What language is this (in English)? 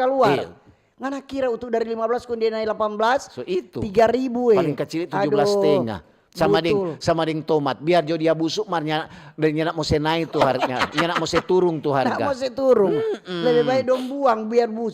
Manado Malay